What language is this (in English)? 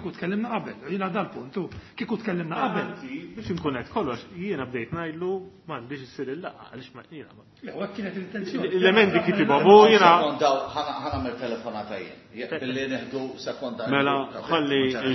Maltese